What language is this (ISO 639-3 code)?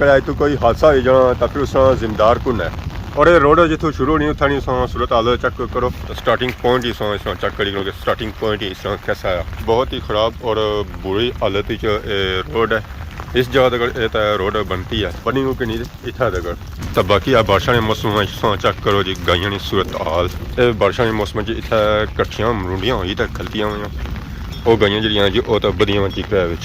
phr